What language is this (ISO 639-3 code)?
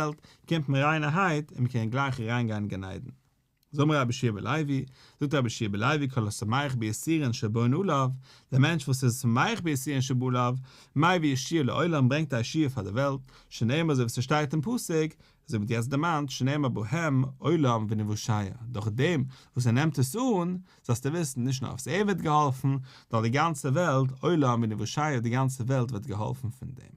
yid